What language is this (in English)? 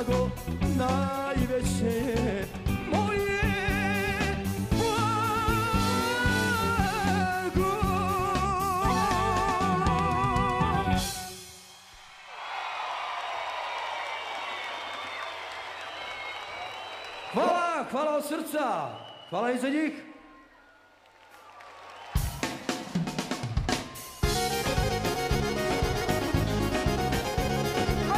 Croatian